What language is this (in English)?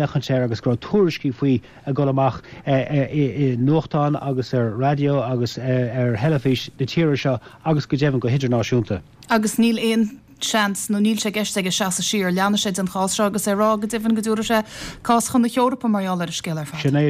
Irish